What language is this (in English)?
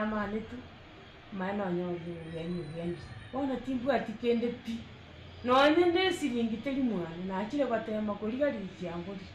Gusii